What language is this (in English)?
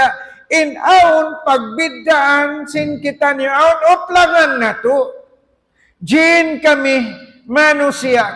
Tausug